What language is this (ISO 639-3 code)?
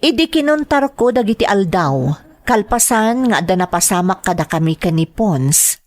ilo